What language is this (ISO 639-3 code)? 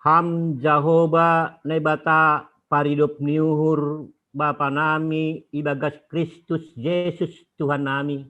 bts